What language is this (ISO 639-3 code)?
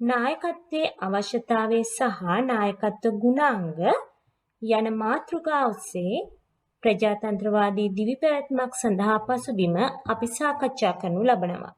sin